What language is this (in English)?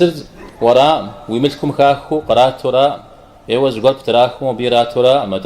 Kabardian